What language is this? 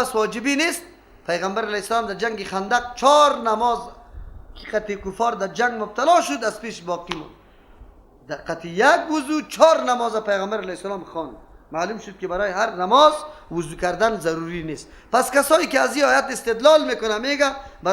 Persian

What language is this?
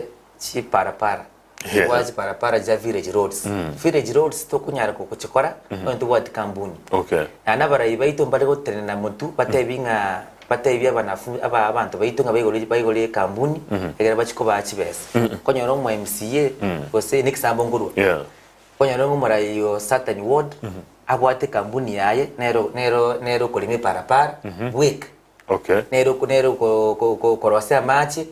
Gusii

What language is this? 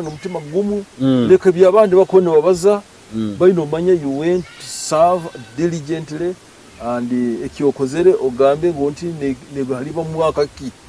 Nyoro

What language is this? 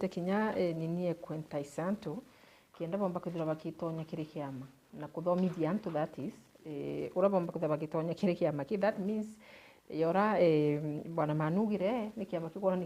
Meru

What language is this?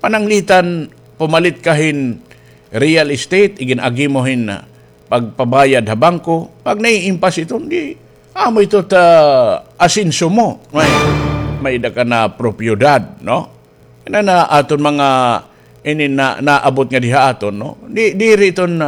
Waray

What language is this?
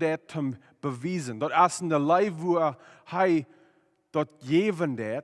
Plautdietsch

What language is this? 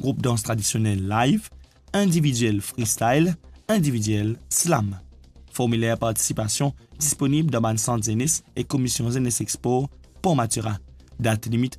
Morisyen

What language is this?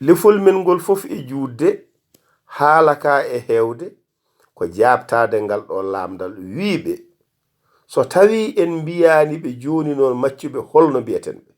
Fula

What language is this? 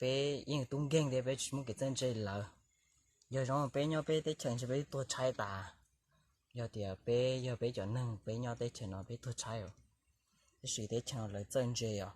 Hmong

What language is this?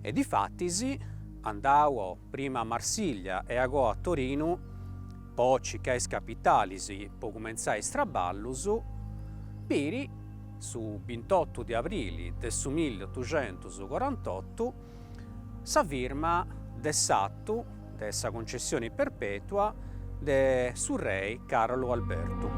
Sardinian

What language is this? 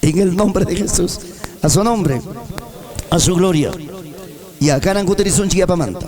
Ayacucho Quechua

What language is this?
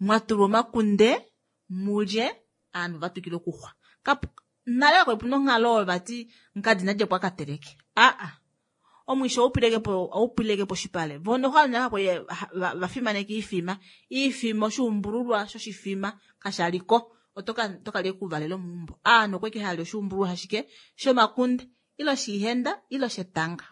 Kuanyama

